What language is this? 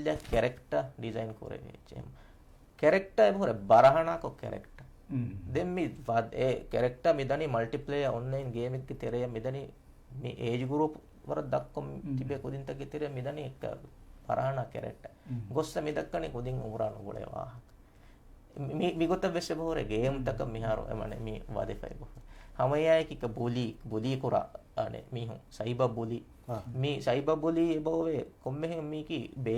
Divehi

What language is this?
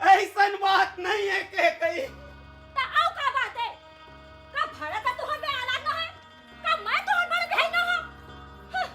Chhattisgarhi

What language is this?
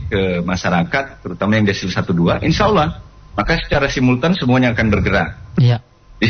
Indonesian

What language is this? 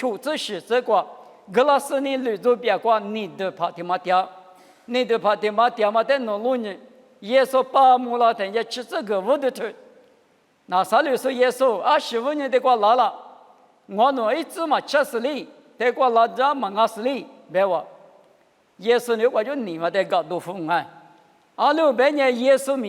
Lisu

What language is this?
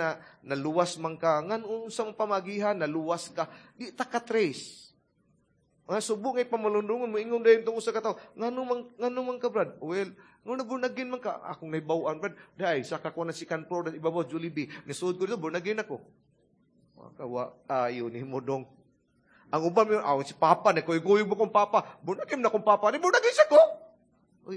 Cebuano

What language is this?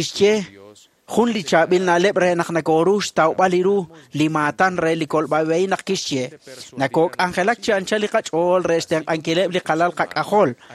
Kekchí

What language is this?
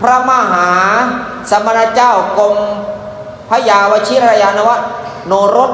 Northeastern Thai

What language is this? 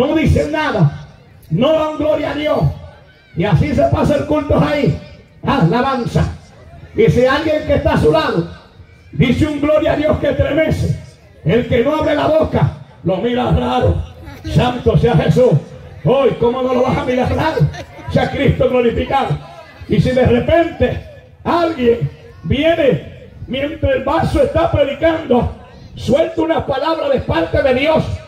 Spanish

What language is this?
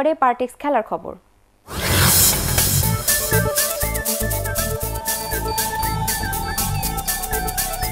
Bangla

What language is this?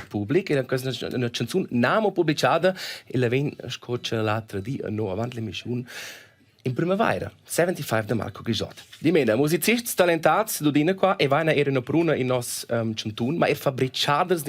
Romansh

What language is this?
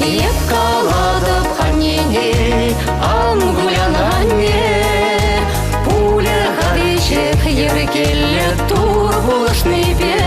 Chuvash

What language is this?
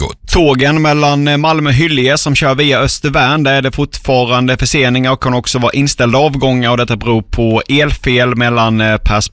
Swedish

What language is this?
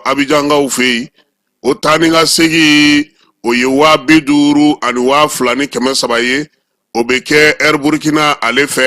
Bambara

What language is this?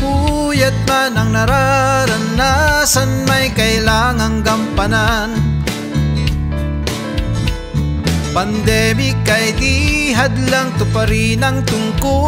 Filipino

